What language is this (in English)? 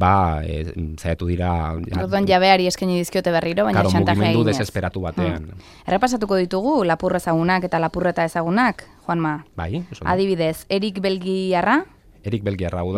Basque